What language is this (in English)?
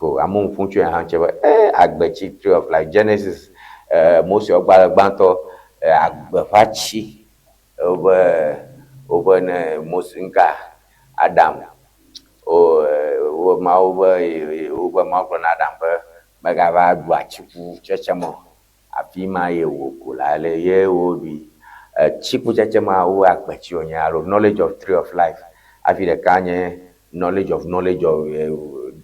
Ewe